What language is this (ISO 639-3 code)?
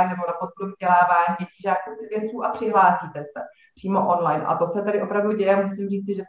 ces